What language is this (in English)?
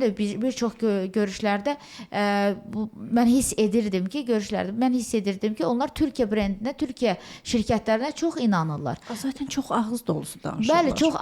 Azerbaijani